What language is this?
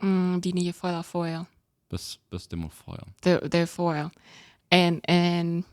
Plautdietsch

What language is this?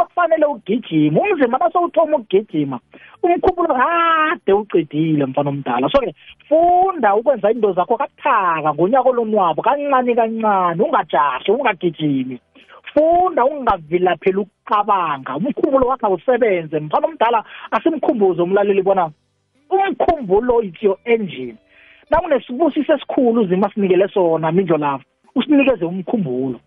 South Ndebele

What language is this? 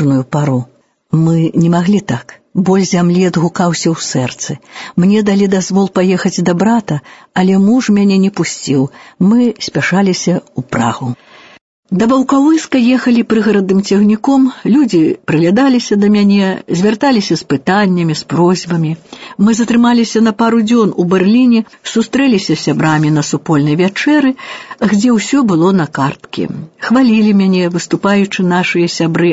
Belarusian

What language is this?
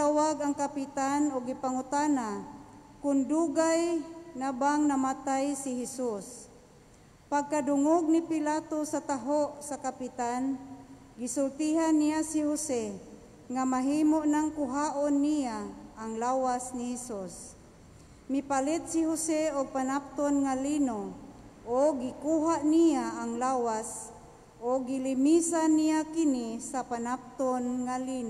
Cebuano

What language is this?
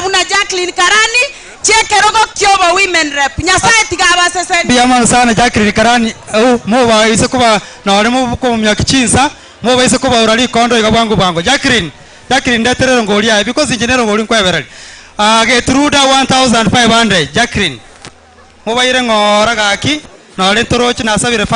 Gusii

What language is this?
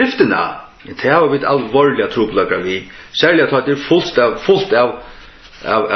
Faroese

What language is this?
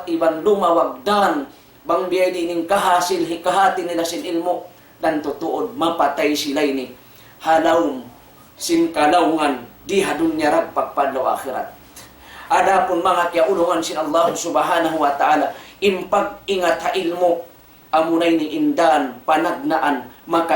Tausug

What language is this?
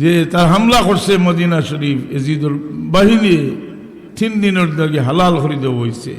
Sylheti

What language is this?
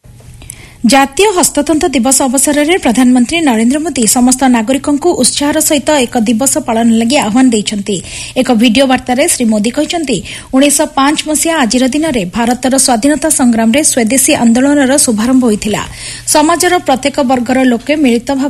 Odia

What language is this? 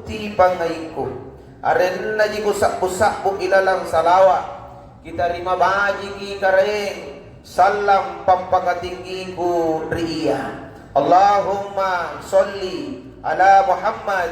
Makasar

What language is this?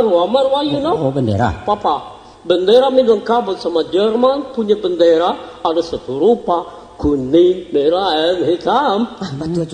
Minangkabau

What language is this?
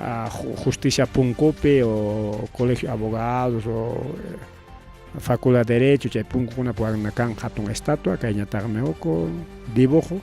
Ayacucho Quechua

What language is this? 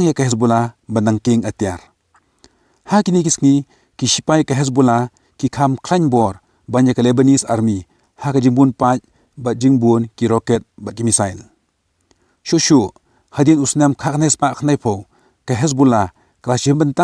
Khasi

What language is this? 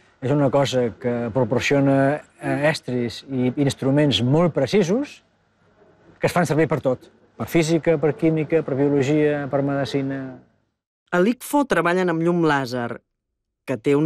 Catalan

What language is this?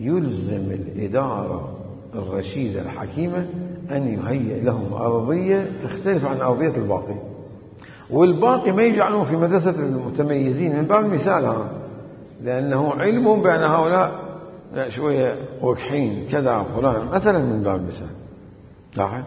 Mesopotamian Arabic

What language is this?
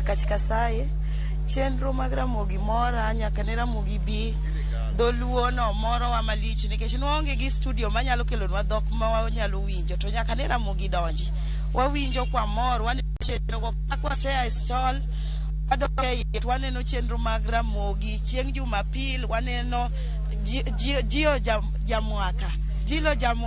Luo (Kenya and Tanzania)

